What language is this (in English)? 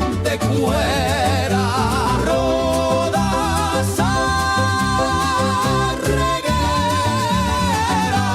Guarani